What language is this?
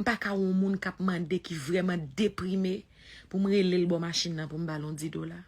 Haitian Creole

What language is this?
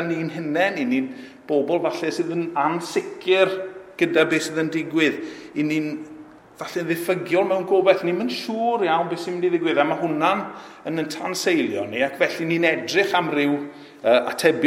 Welsh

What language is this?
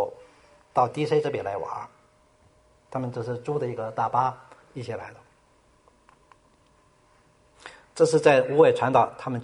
Chinese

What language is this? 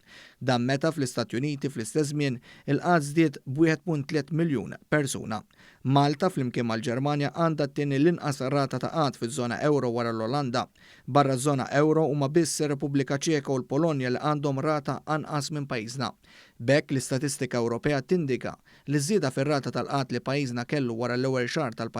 Maltese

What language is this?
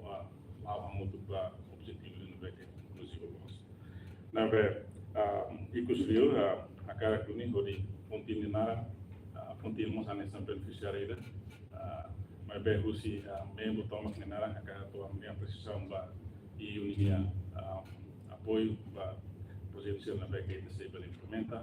Tetum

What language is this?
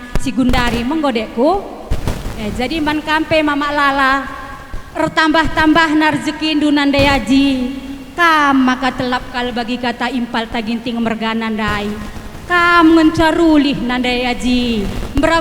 Batak Karo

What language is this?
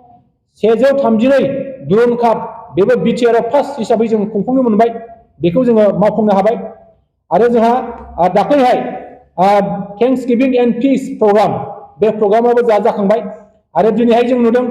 Bodo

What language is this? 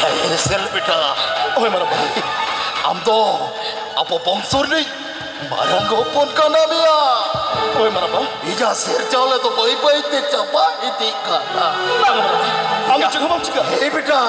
Santali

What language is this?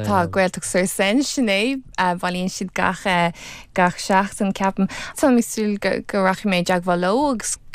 Irish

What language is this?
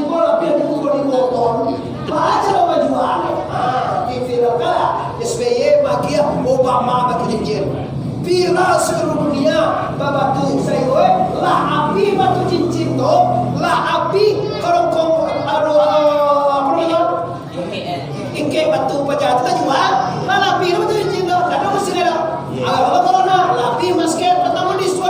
Minangkabau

